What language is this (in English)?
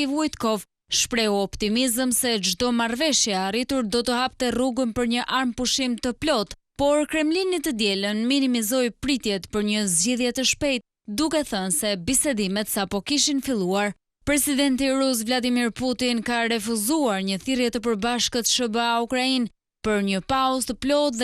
Albanian